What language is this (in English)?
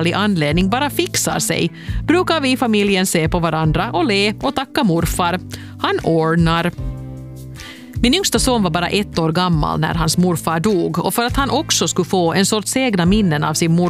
Swedish